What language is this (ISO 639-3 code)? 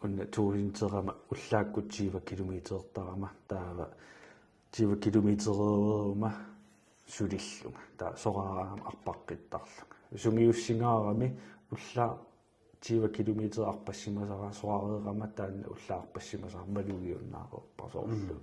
kal